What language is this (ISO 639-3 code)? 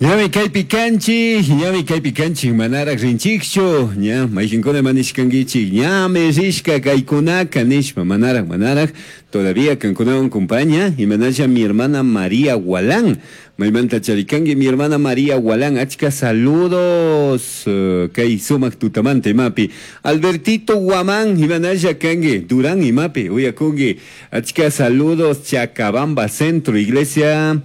qug